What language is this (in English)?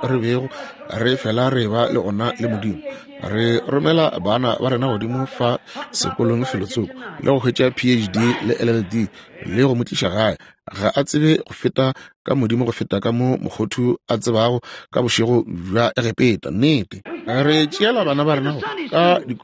Northern Sotho